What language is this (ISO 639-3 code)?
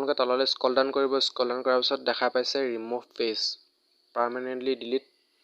asm